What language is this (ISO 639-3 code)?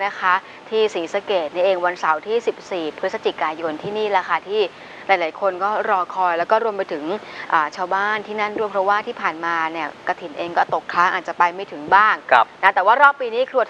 tha